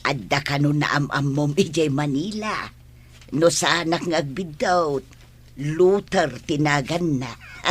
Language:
Iloko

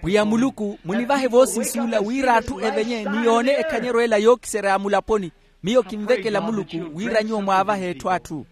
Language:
Makhuwa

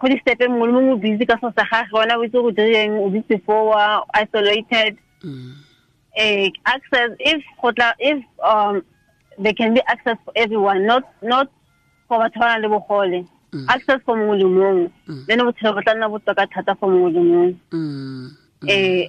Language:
Tswana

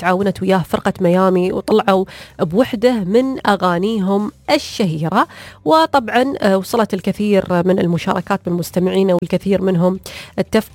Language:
Najdi Arabic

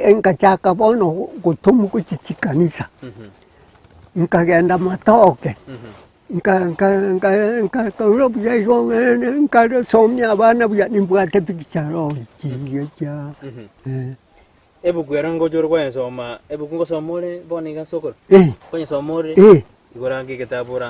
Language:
Gusii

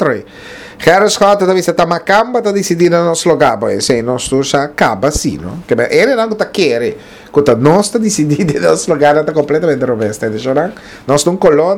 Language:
Papiamento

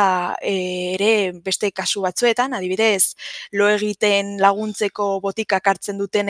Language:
Basque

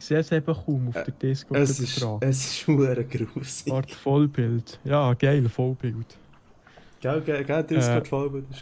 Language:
Swiss German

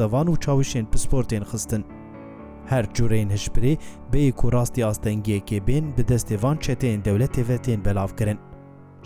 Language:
Kurdish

